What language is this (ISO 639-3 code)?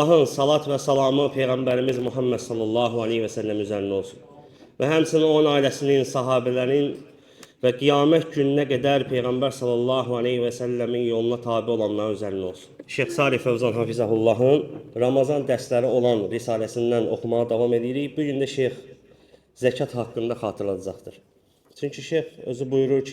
aze